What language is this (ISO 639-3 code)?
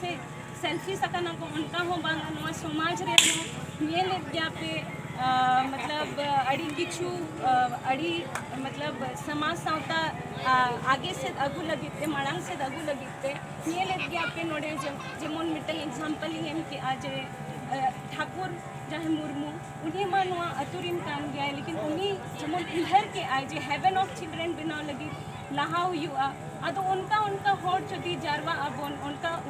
sat